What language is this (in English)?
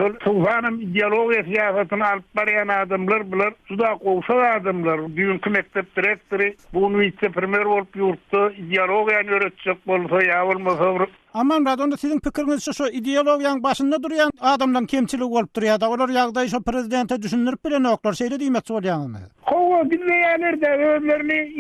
Turkmen